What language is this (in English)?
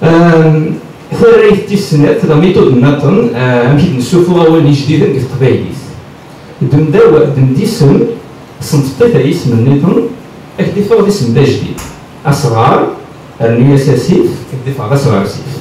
Kabyle